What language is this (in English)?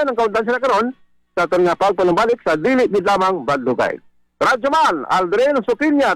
Hiligaynon